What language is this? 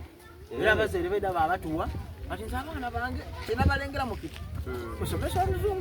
Soga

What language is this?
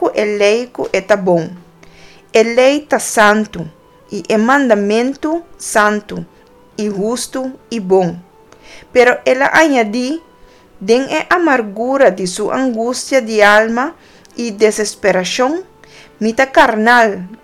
Papiamento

